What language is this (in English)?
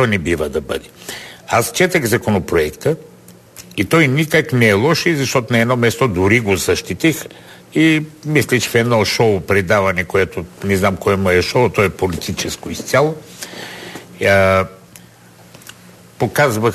Bulgarian